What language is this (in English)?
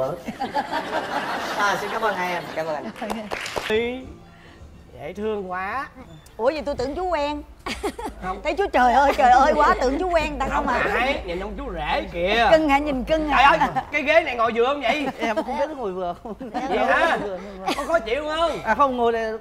Vietnamese